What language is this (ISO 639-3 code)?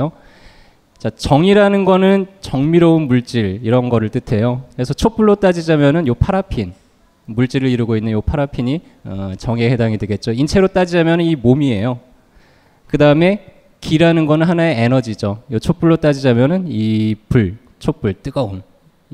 kor